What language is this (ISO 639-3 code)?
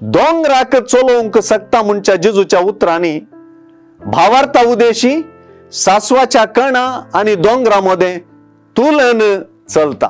kok